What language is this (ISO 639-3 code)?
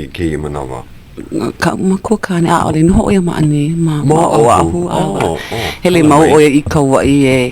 haw